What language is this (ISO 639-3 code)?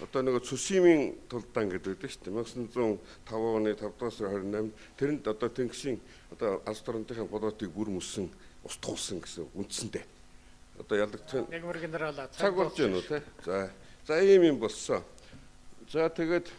mon